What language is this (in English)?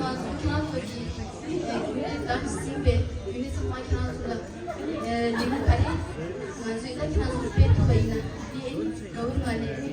Tibetan